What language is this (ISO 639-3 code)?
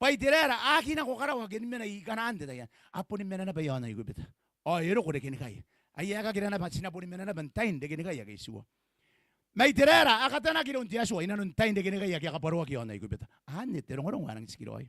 gil